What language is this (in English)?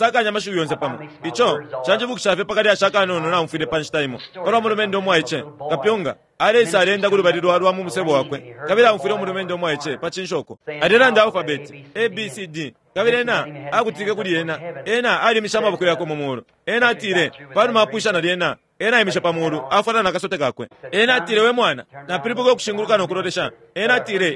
Bemba